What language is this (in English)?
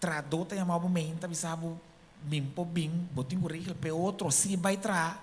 Papiamento